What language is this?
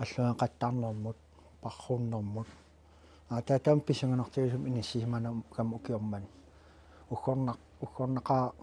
Kalaallisut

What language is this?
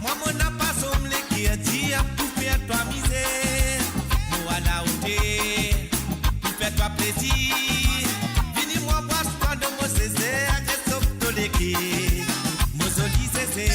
Morisyen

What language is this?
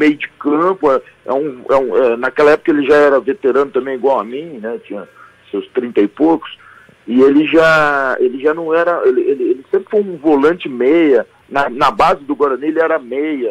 Portuguese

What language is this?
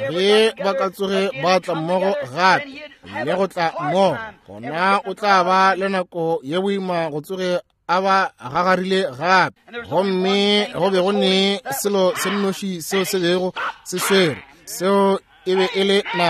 Northern Sotho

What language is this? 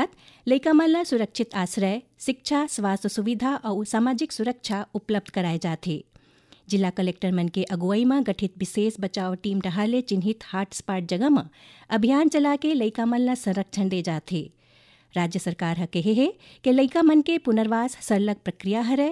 Chhattisgarhi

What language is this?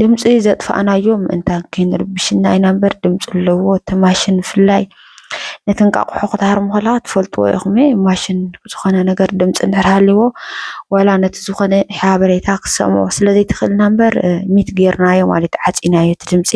Tigrinya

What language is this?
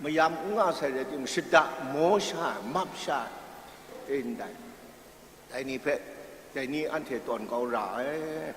Kachin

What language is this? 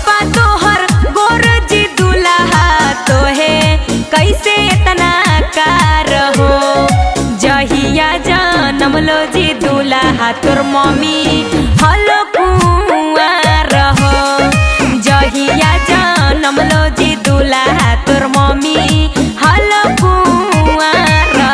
Magahi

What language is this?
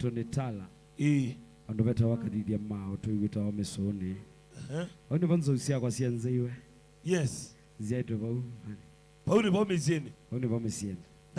Kamba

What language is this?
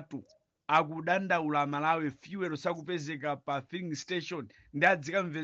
Nyanja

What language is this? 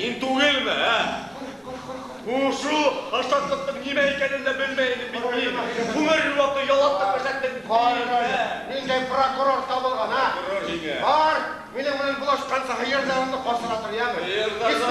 Bashkir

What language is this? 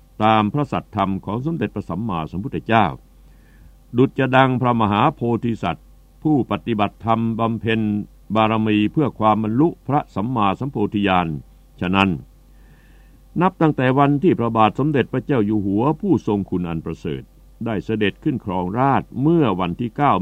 Thai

